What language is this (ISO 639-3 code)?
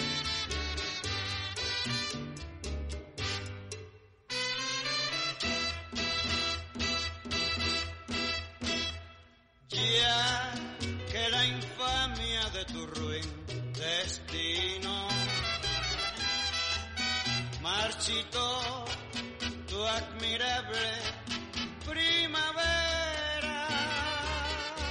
spa